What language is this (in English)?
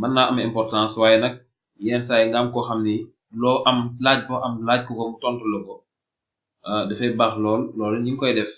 Wolof